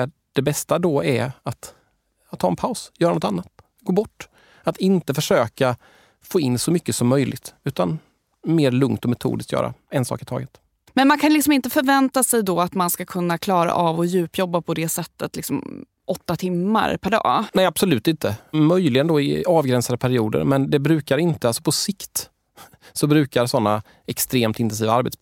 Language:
Swedish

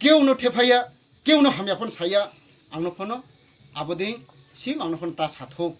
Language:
Riang (India)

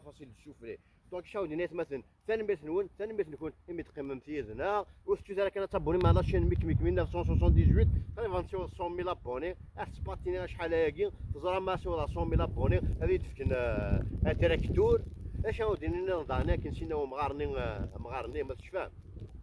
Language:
Kabyle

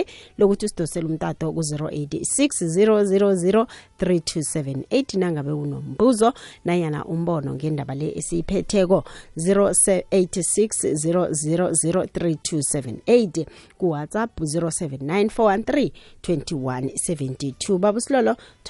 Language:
South Ndebele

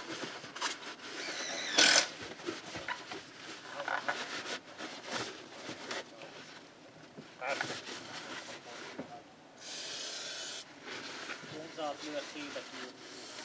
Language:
Finnish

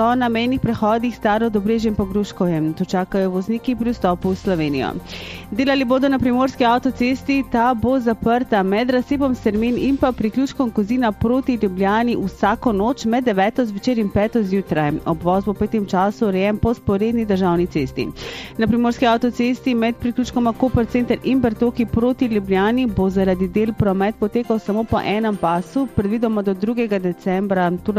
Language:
Slovenian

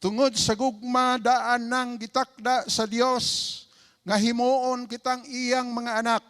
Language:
Cebuano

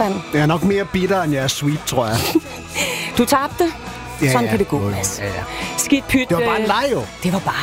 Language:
Danish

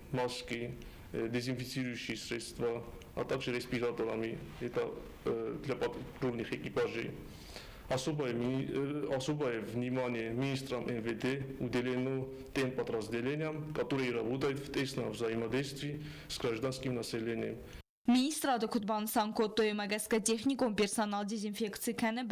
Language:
Ossetic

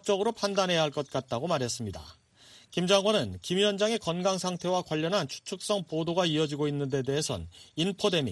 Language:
Korean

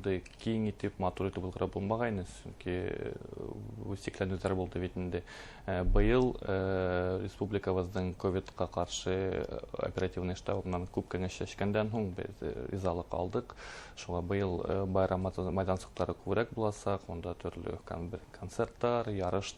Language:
Bashkir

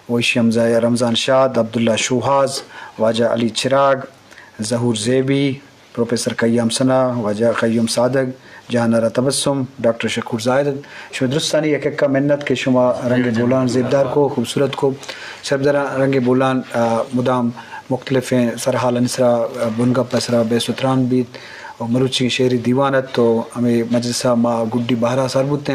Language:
Eastern Balochi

